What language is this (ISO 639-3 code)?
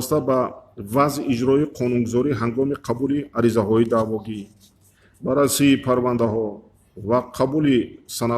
tgk